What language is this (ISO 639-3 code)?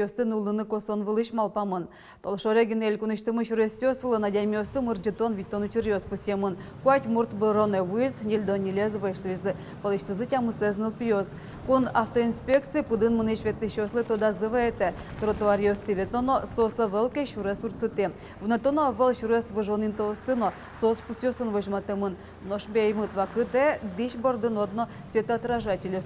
udm